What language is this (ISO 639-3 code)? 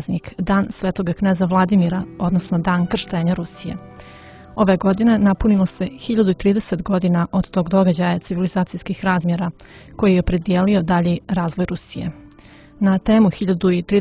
srp